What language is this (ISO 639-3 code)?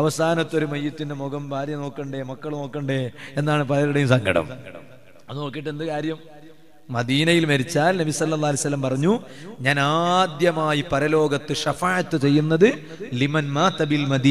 mal